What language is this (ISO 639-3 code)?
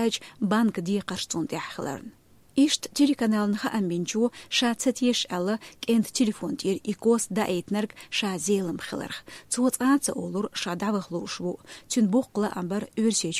che